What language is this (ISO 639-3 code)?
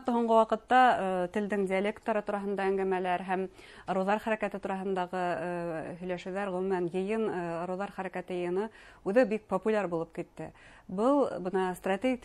bak